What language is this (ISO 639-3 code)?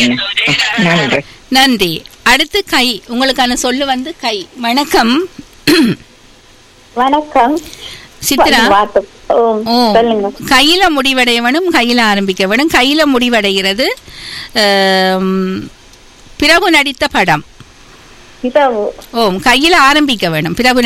tam